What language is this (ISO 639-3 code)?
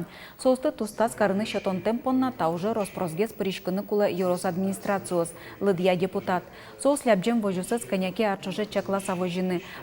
udm